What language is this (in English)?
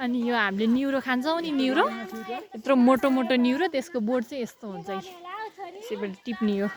Nepali